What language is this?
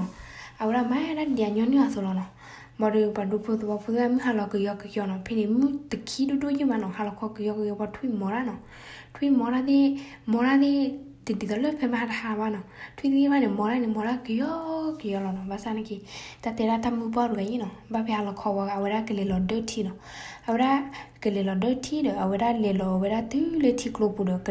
S'gaw Karen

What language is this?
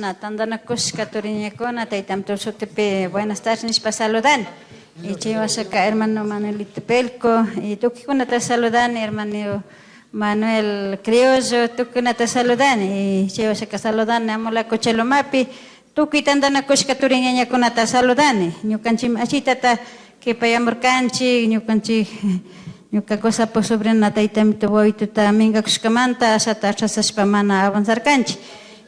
Chimborazo Highland Quichua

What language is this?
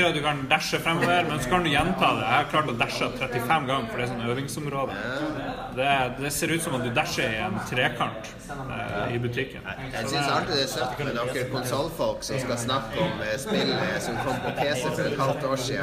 Norwegian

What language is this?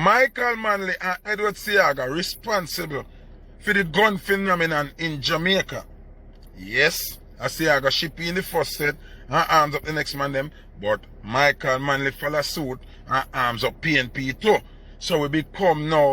Jamaican Creole English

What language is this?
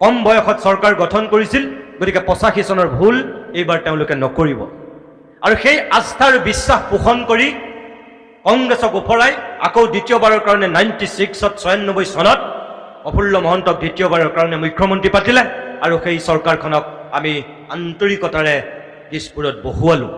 Assamese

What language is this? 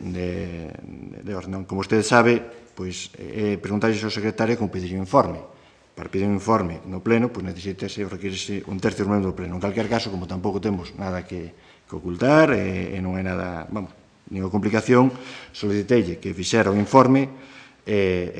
Galician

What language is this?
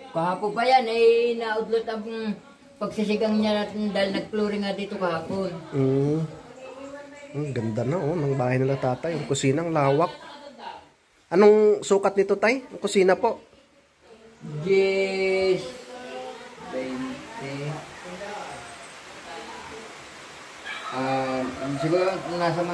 Filipino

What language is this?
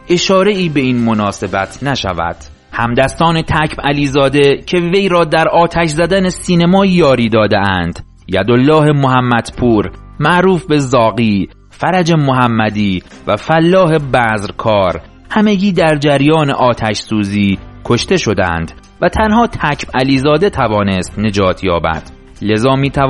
Persian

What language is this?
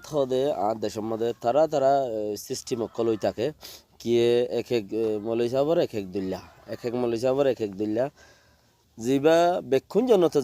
Rohingya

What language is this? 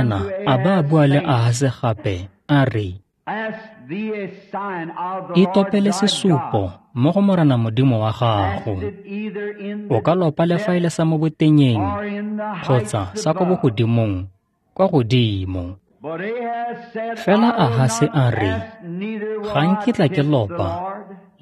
Tswana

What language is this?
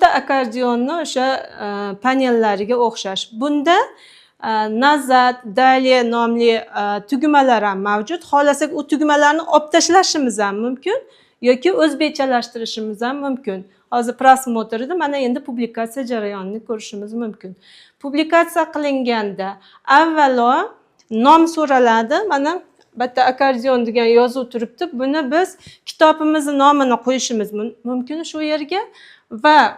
Uzbek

